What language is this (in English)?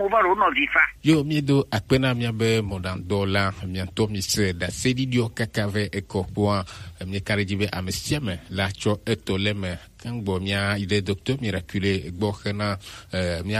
Gen